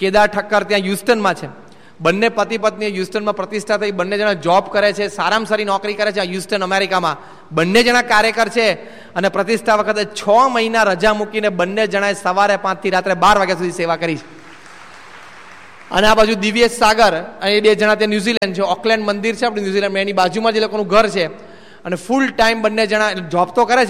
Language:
Gujarati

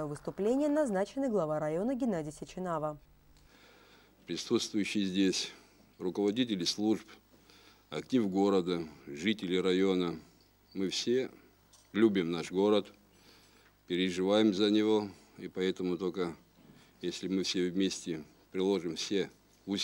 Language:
Russian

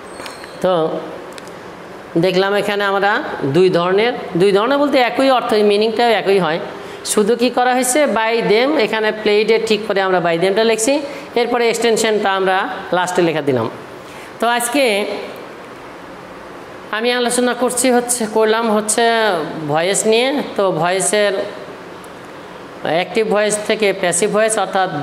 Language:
Bangla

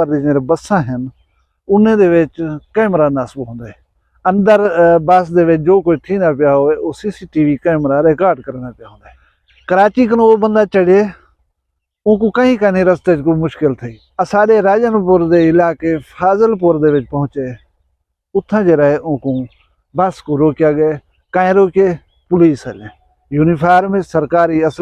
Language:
Saraiki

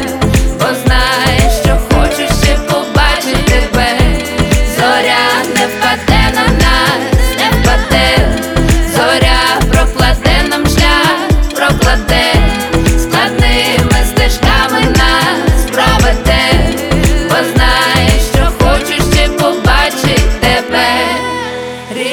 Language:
Ukrainian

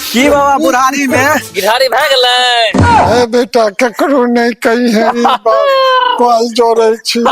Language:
Maithili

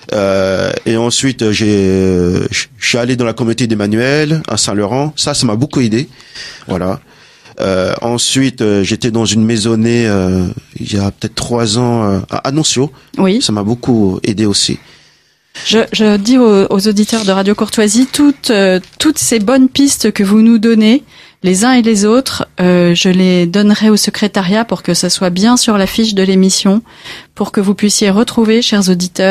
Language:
French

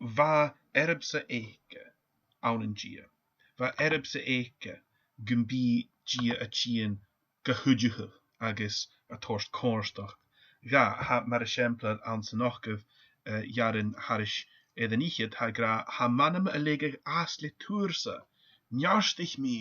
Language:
Scottish Gaelic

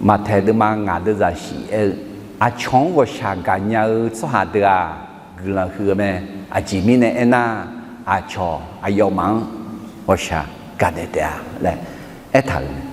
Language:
Akha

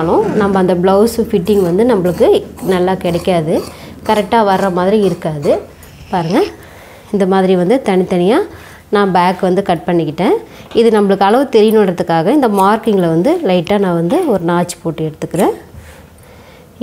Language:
Tamil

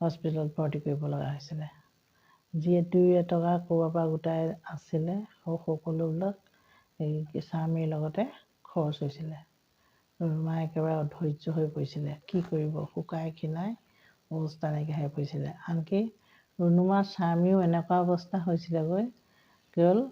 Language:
Assamese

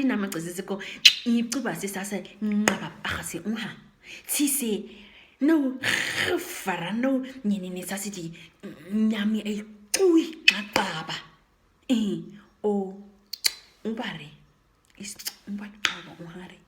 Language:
Nama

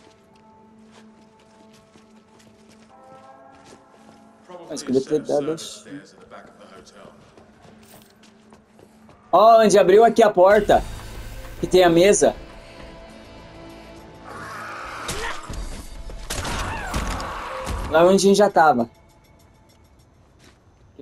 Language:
Portuguese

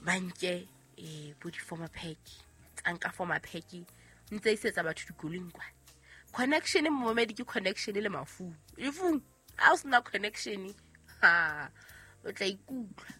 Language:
Southern Sotho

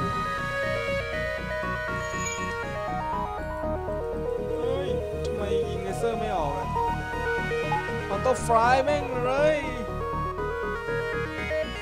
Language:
Thai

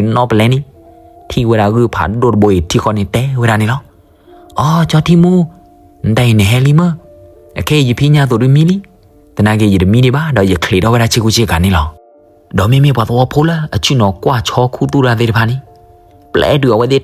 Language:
S'gaw Karen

